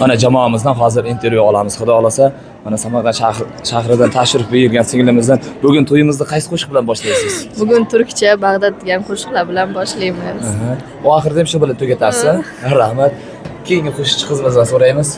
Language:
Uzbek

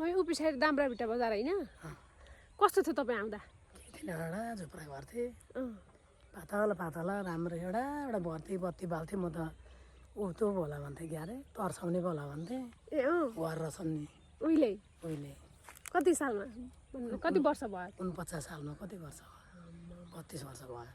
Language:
Nepali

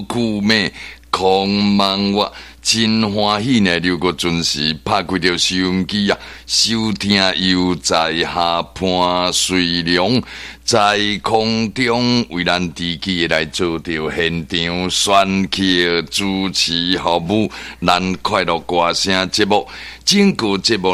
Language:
Min Nan Chinese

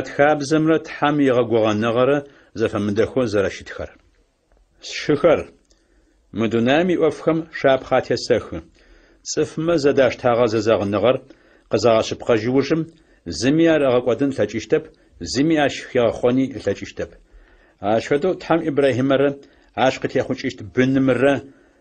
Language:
Adyghe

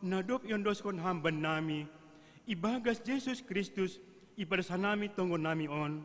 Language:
Batak Simalungun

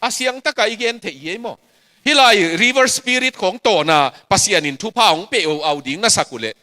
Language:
Tedim Chin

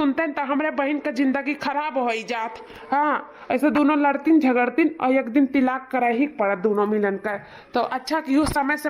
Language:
Awadhi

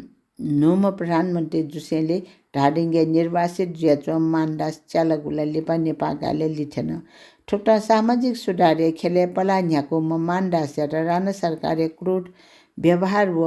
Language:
Newari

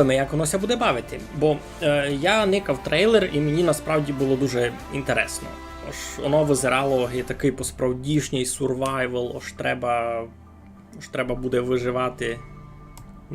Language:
Rusyn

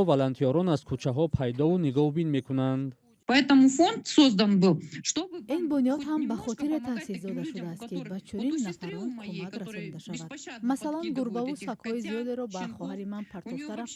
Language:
Tajik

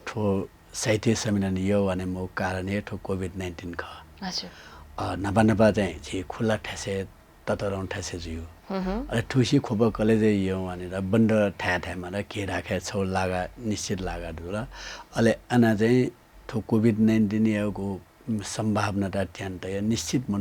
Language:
Newari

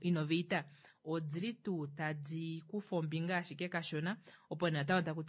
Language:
Kuanyama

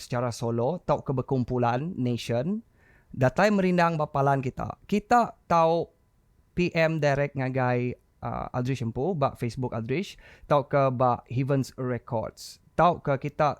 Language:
Iban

